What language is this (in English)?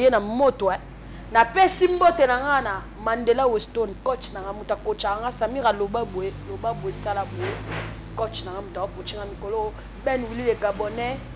Lingala